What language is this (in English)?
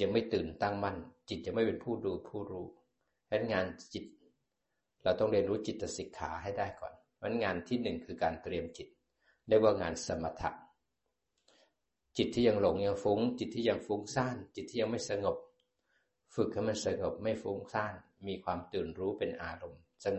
Thai